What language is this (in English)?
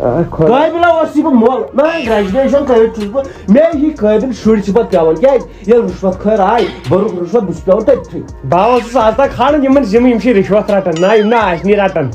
Kashmiri